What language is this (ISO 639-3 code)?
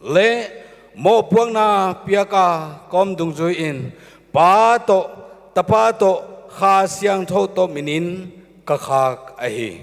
pck